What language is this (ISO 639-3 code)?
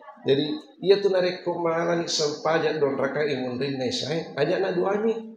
bug